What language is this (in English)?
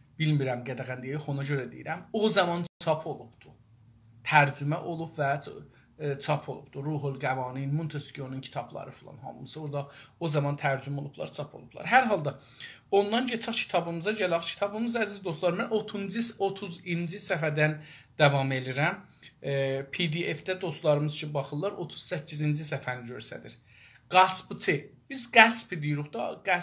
South Azerbaijani